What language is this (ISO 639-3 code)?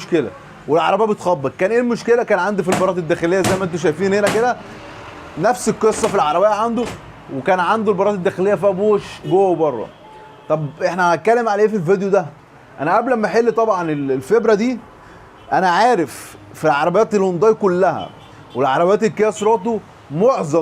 arz